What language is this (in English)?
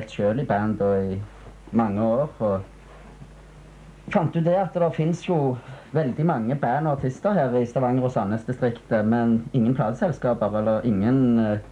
Norwegian